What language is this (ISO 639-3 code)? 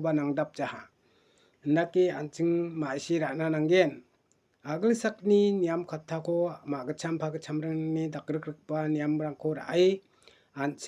grt